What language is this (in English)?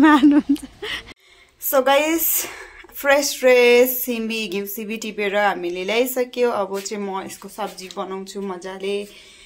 Nepali